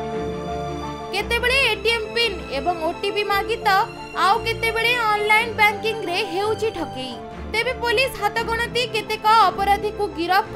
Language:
Odia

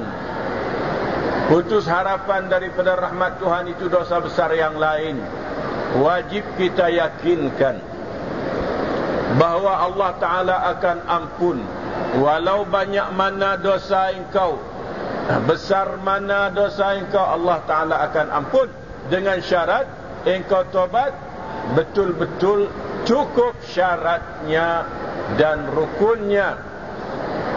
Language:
Malay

